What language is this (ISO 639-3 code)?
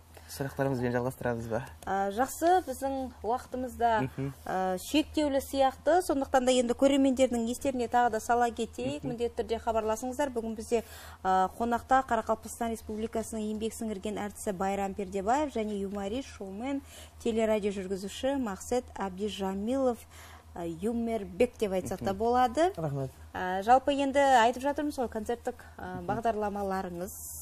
kaa